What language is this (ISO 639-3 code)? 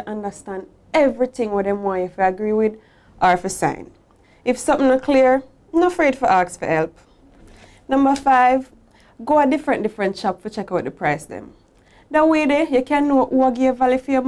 jam